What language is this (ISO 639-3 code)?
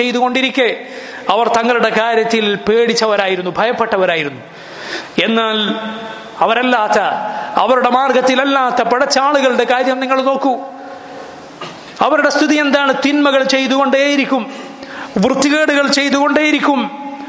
mal